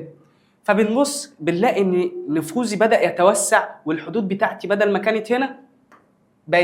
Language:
Egyptian Arabic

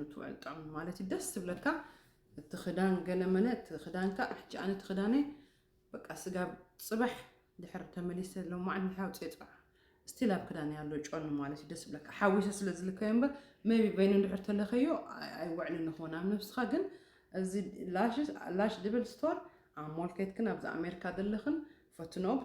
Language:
Tigrinya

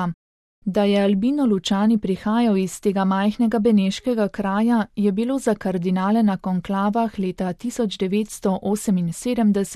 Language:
Slovenian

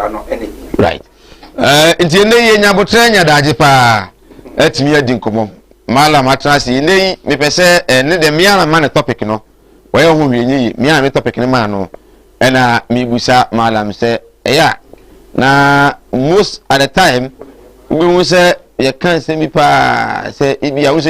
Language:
Akan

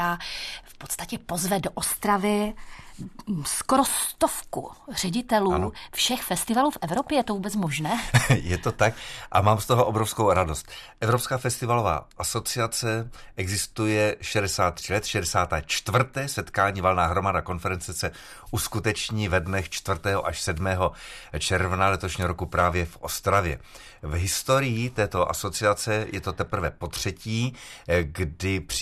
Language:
Czech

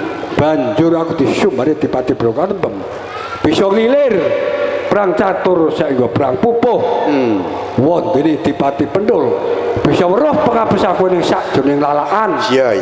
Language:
Javanese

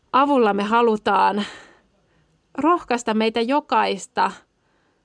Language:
Finnish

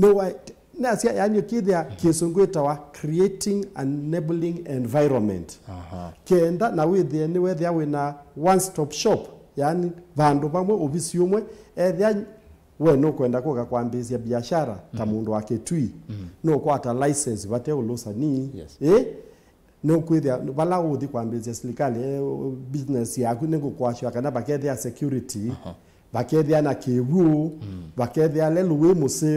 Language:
Kamba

